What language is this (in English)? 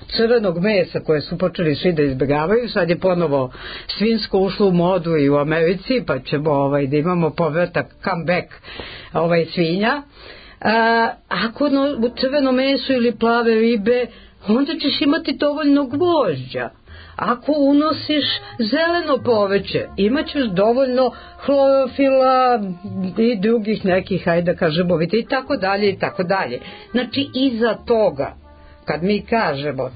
Serbian